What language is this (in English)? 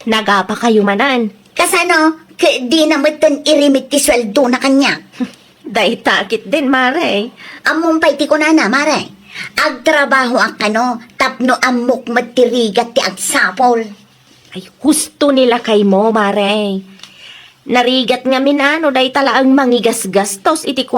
Iloko